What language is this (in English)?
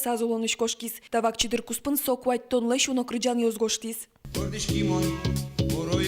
Udmurt